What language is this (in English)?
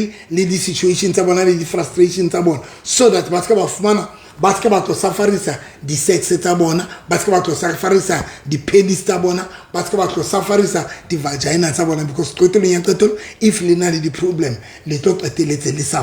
Southern Sotho